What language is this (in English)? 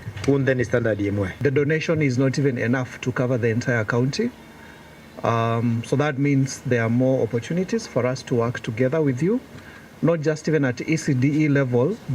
Meru